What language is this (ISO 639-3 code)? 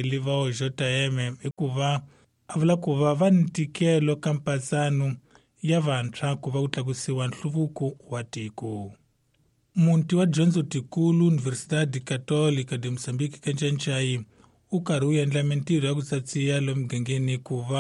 tso